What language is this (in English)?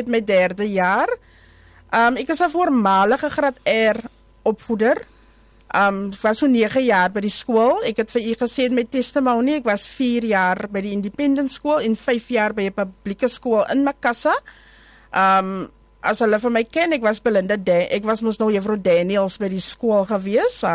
Afrikaans